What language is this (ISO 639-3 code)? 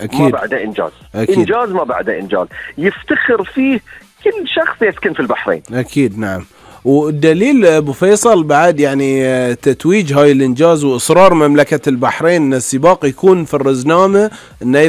afb